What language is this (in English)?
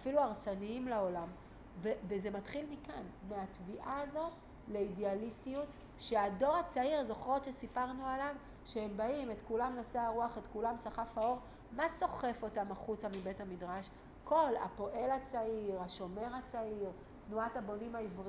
Hebrew